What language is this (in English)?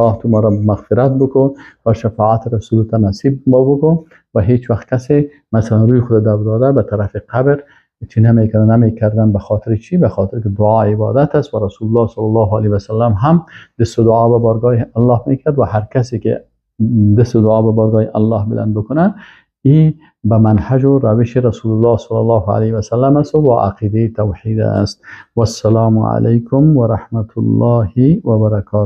Persian